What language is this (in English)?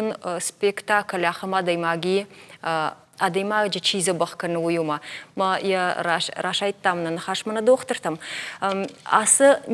Ossetic